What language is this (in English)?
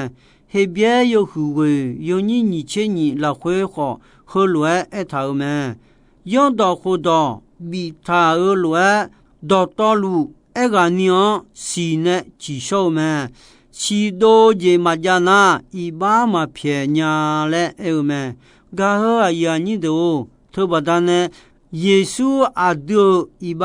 Akha